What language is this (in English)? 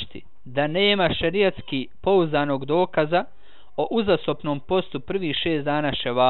Bosnian